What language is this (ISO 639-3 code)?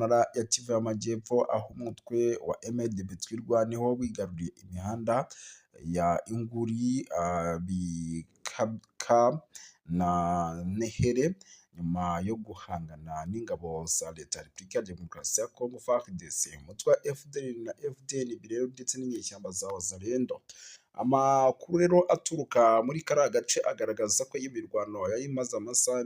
kin